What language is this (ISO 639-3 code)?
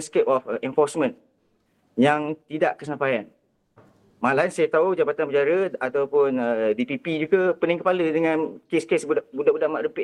msa